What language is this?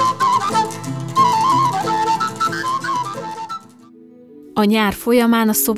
Hungarian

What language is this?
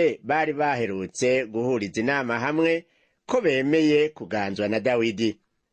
Rundi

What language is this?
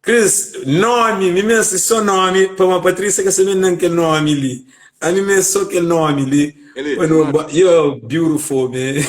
Kabuverdianu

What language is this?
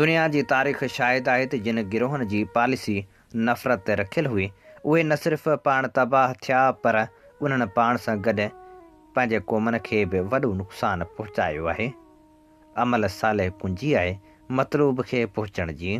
Sindhi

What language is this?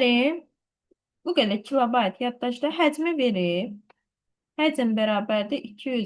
Azerbaijani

